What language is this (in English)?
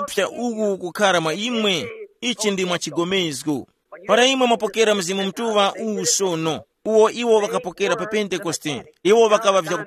Tumbuka